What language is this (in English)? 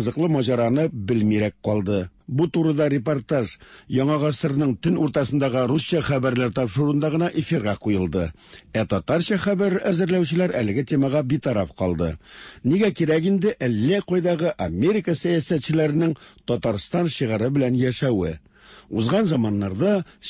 Tatar